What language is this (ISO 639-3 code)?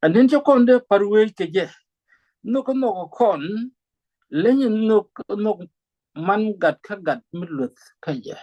nus